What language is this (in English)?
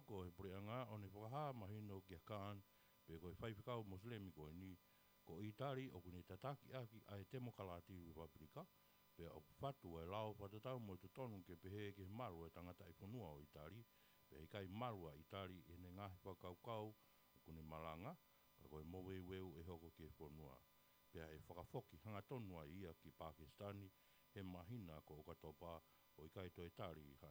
Tongan